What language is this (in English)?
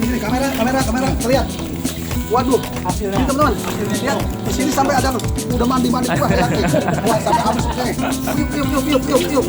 Betawi